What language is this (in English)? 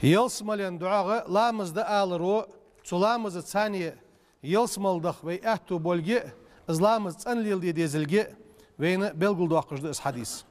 Ingush